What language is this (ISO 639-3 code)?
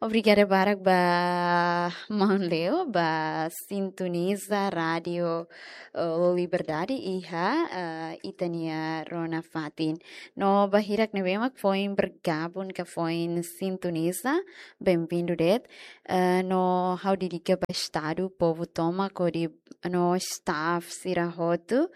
tet